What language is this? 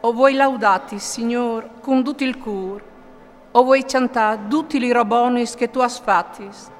Friulian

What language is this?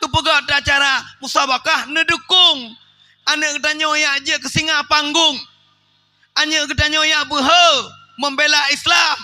Achinese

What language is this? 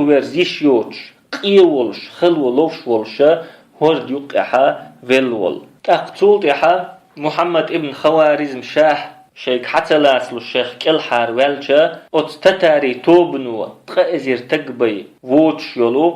Chechen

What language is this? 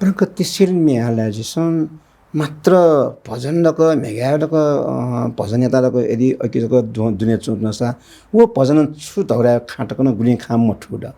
Newari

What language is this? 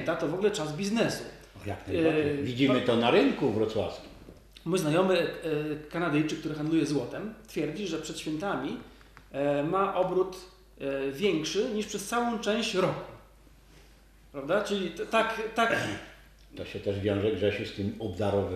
Polish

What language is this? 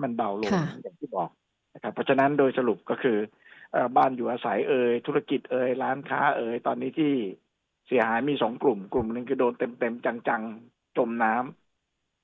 Thai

